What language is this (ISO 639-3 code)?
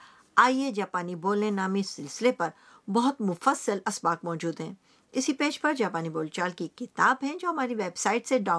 urd